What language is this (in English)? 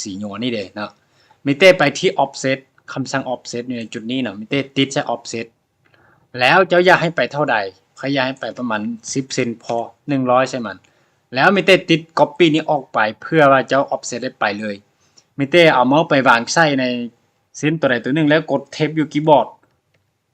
Lao